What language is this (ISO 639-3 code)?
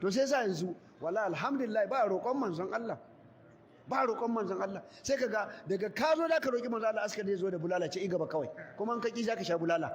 hau